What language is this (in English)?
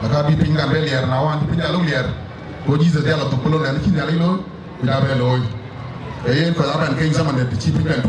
Dinka